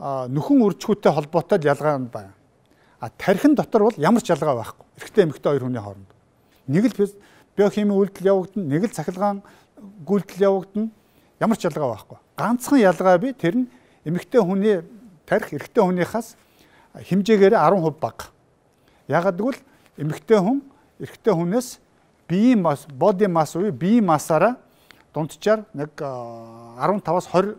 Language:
Mongolian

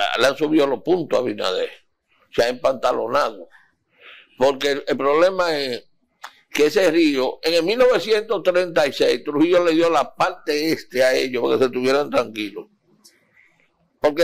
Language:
Spanish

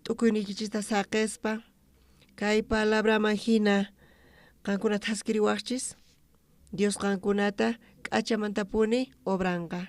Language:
South Bolivian Quechua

